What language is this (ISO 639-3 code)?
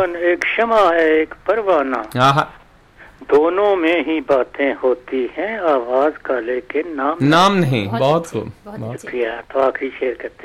hin